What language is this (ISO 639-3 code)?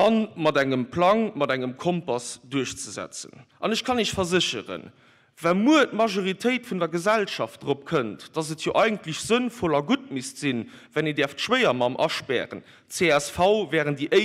ltz